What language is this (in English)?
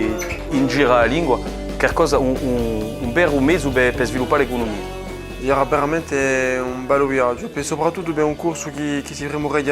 Corsican